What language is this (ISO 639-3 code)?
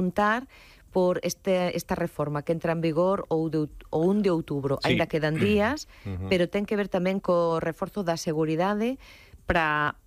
glg